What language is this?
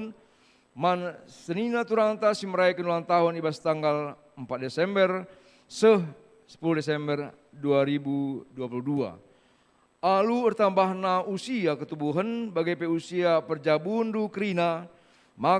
Batak Karo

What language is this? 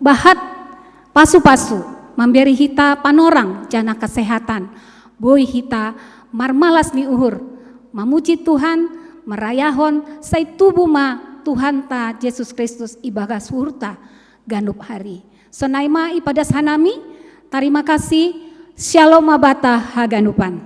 Batak Simalungun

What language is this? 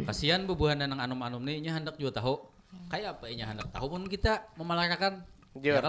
Banjar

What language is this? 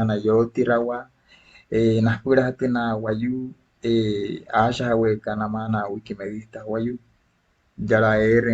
Wayuu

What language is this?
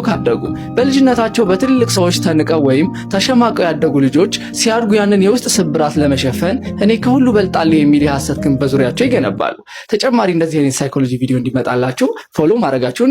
Amharic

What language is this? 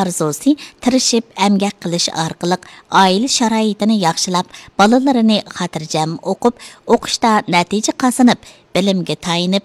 Uyghur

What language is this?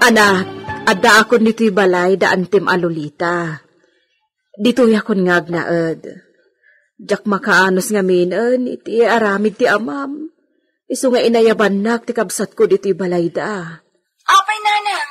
Iloko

